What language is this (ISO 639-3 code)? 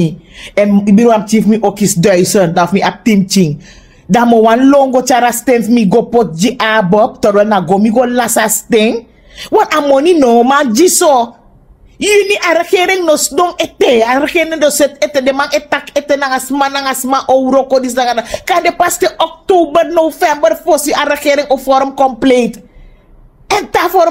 srn